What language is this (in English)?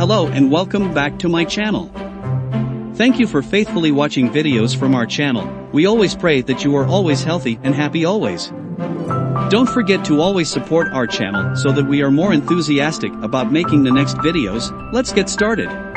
Indonesian